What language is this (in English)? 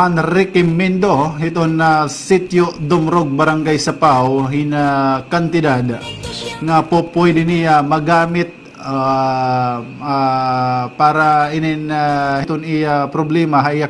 Waray